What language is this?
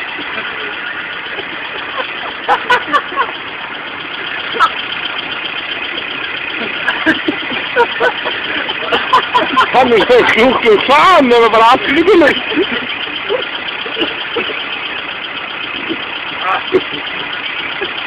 Icelandic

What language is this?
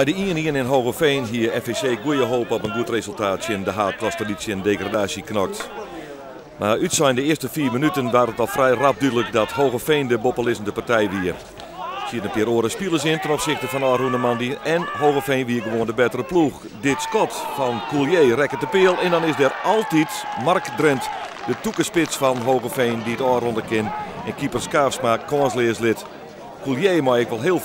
Western Frisian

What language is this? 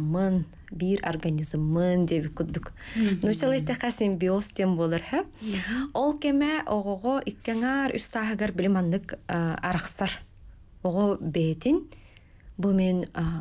Yakut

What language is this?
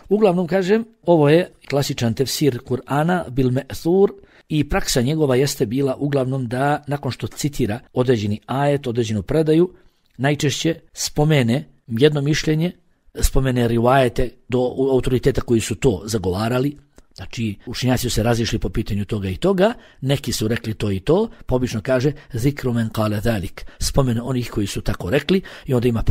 Bosnian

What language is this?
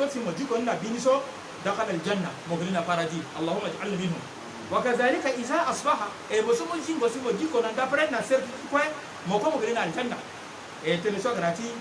Sango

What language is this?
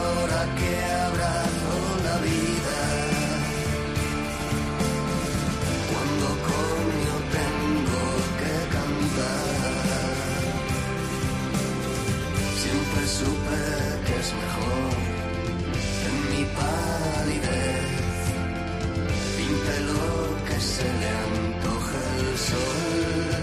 Spanish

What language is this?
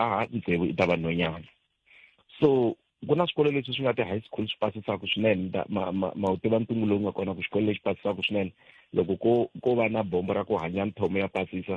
Tsonga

